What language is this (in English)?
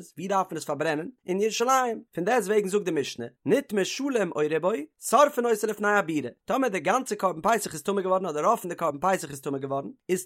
Yiddish